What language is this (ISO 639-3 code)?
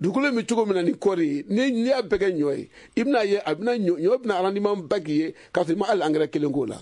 bam